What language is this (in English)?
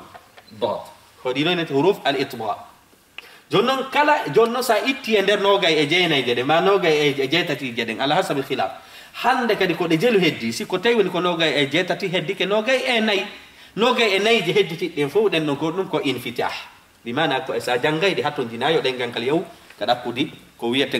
Fula